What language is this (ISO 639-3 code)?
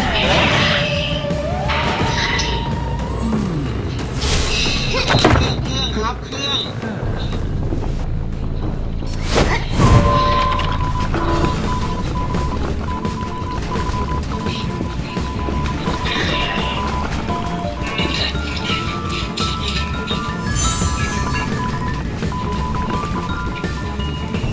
tha